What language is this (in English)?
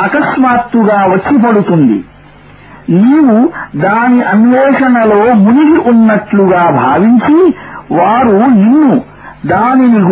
Telugu